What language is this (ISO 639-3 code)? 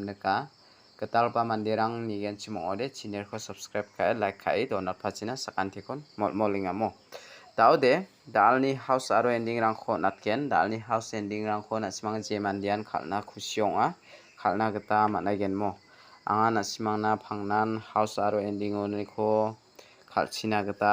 grt